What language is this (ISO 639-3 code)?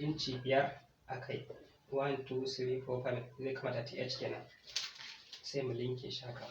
hau